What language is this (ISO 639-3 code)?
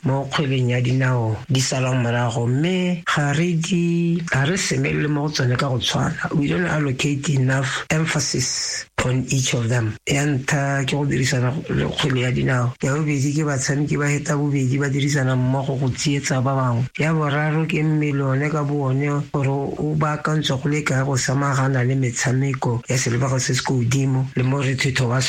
tsn